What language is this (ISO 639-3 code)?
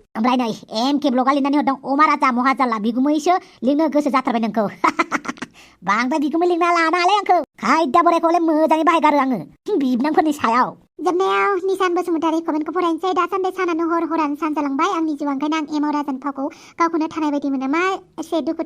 brx